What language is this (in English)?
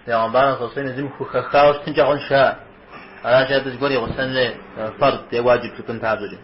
Kabardian